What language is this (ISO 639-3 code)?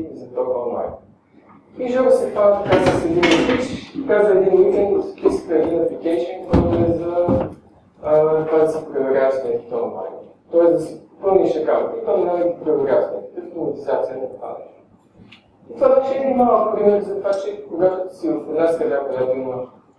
bul